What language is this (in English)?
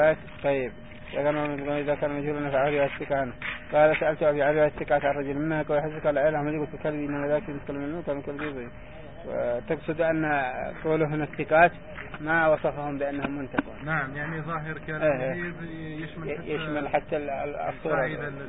Arabic